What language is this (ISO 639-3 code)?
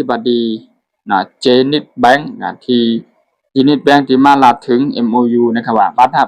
shn